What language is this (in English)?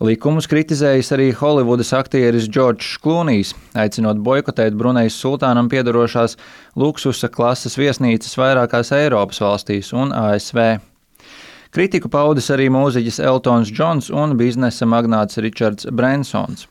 Latvian